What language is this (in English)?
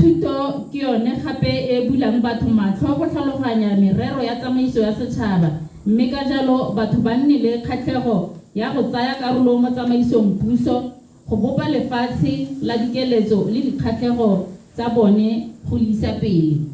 Tswana